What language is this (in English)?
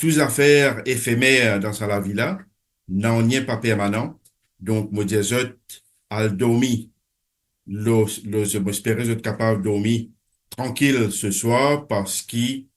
Morisyen